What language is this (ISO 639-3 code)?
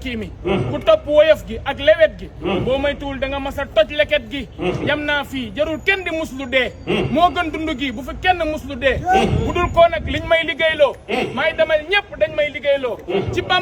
wol